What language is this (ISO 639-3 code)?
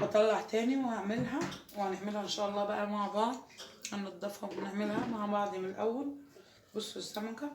arz